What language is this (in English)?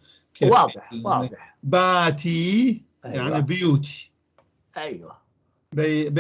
North Levantine Arabic